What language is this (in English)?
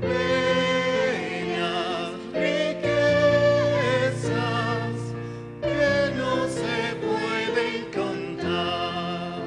Aymara